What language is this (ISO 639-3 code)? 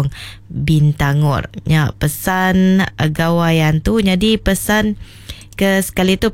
iba